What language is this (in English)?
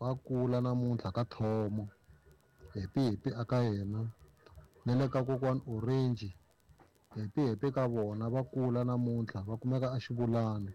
Tsonga